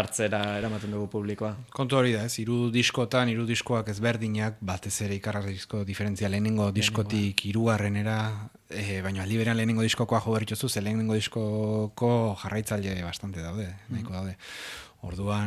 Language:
Basque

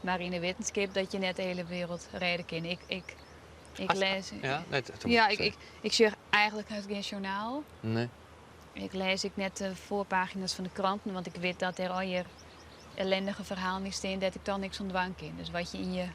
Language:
Western Frisian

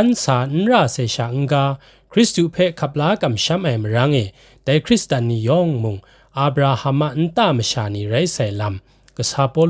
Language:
Kachin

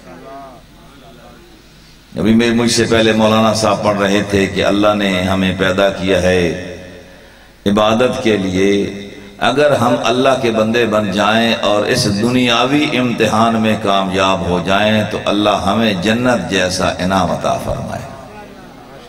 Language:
Urdu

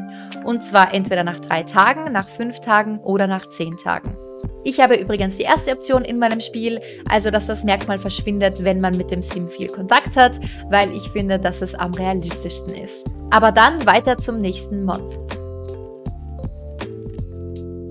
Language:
German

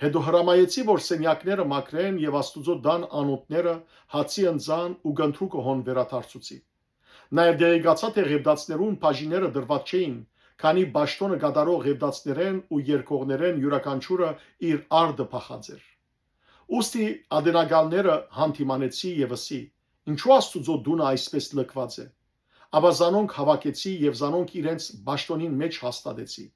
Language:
Western Armenian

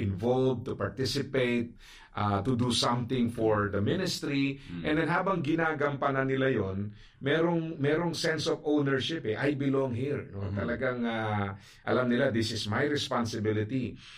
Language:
Filipino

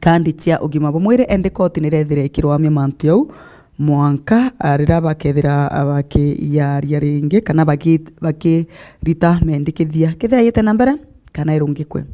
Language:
Meru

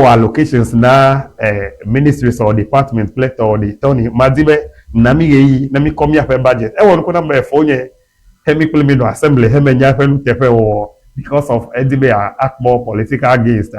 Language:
Ewe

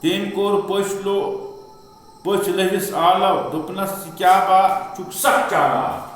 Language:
Kashmiri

